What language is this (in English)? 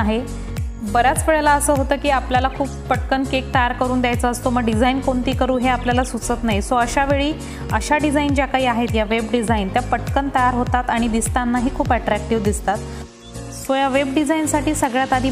Marathi